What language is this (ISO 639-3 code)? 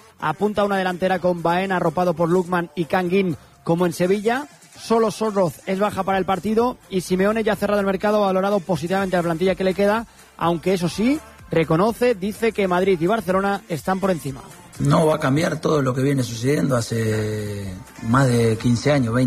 spa